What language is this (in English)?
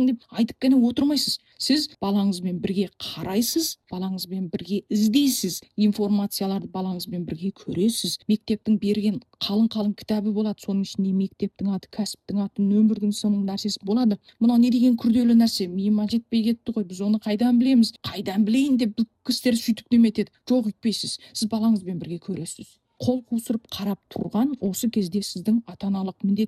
Kazakh